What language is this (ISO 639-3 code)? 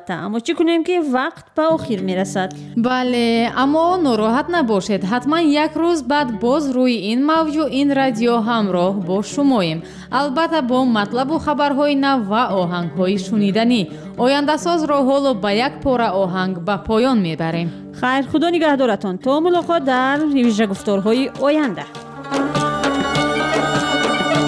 fas